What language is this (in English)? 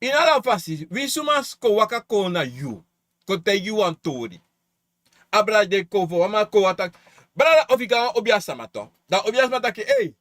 Sranan Tongo